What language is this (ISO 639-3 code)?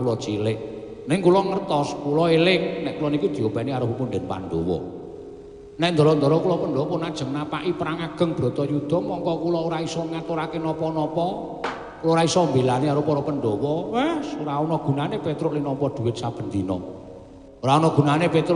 jav